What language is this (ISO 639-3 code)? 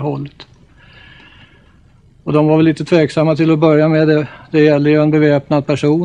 swe